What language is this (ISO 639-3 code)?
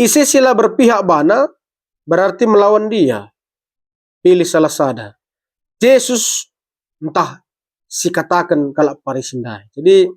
btx